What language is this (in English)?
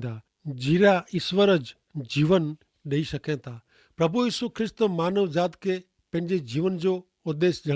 Kachhi